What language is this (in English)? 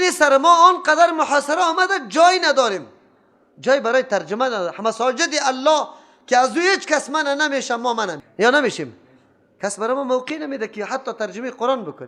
Persian